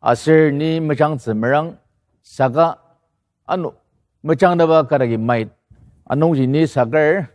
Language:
Ao Naga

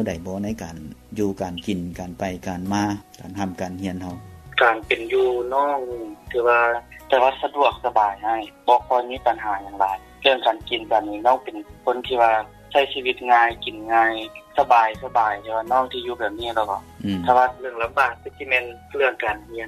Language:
Lao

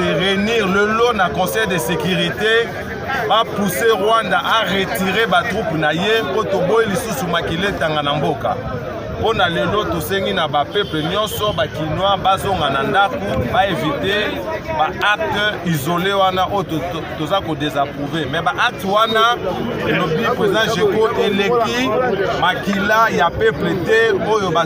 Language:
Lingala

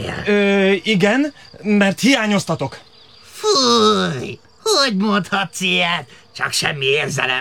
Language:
Hungarian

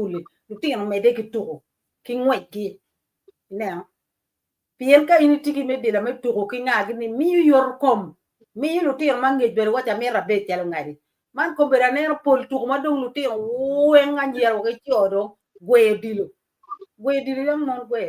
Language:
Acoli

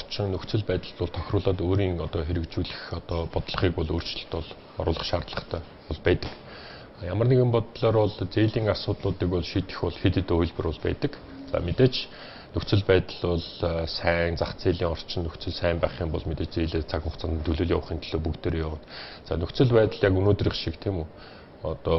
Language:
Mongolian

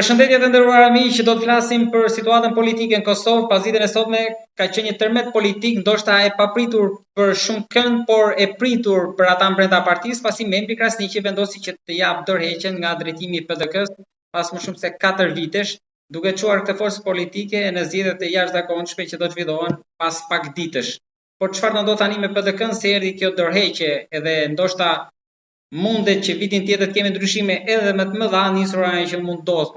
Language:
Albanian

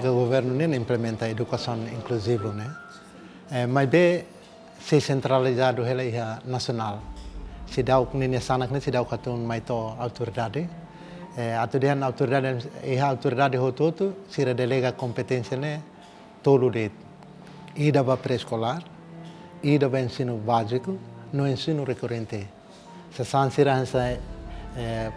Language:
Tetum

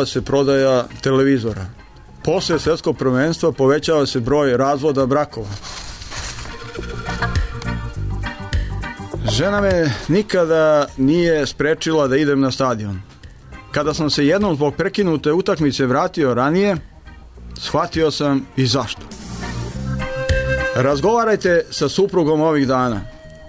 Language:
Serbian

